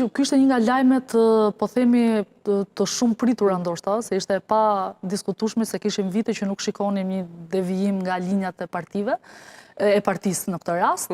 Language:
Albanian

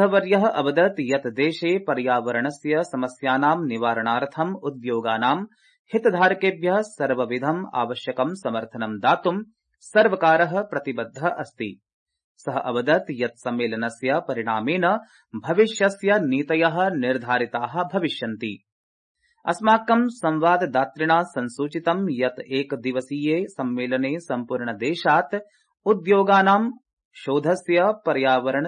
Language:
Sanskrit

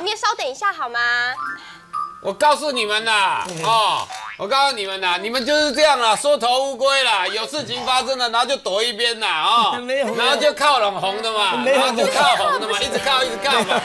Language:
Chinese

